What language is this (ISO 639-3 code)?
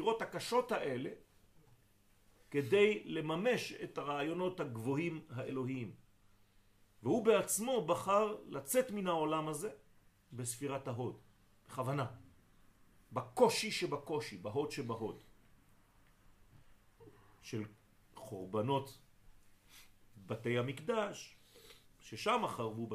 heb